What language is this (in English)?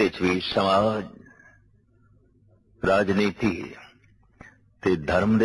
Punjabi